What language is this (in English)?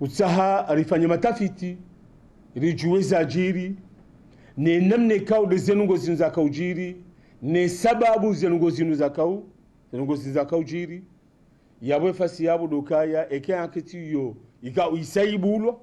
Ngazidja Comorian